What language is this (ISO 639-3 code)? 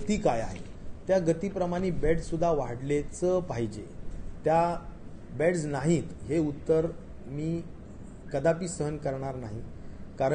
mar